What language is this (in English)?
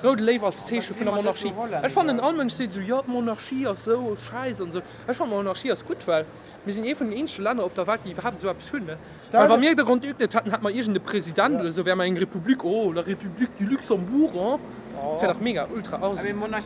Luxembourgish